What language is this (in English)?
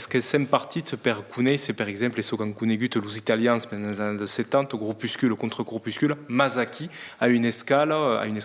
Occitan